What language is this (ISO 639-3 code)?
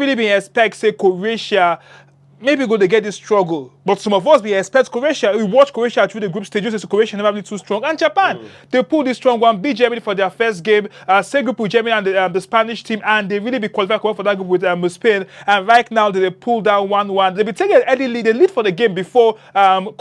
pcm